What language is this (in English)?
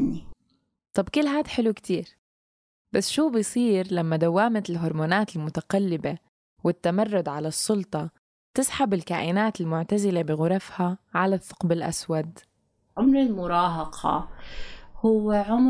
North Levantine Arabic